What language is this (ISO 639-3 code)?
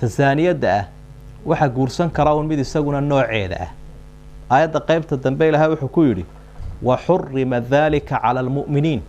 som